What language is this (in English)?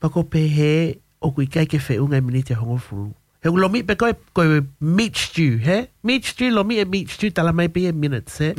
Tongan